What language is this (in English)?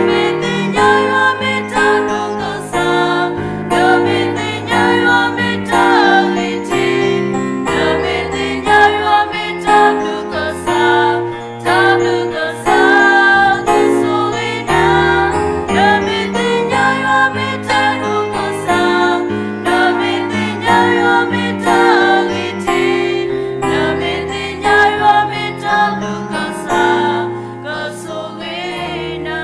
S'gaw Karen